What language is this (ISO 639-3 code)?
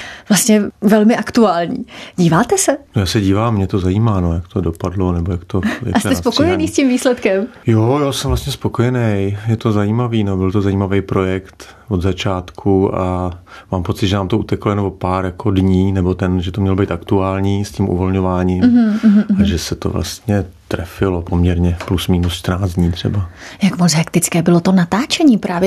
ces